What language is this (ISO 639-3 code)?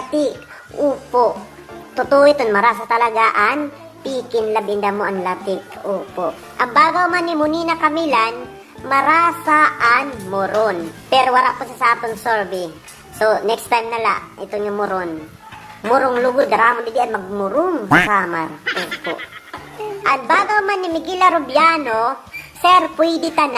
war